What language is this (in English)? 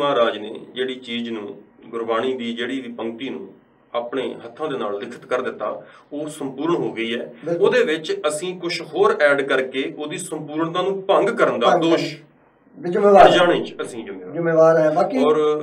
Punjabi